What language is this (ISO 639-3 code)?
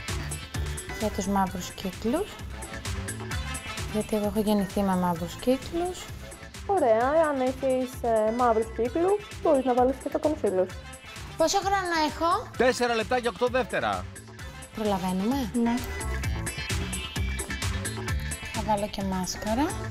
ell